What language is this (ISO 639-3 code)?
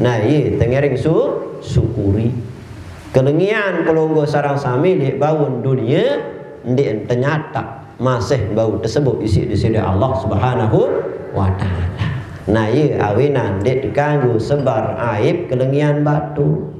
sas